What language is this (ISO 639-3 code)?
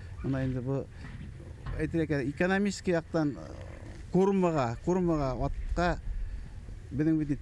bak